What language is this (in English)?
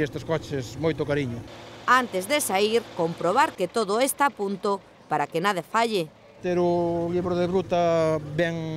Galician